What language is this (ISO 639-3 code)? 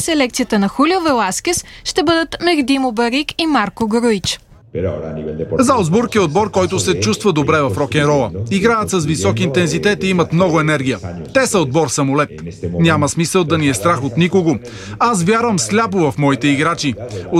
bul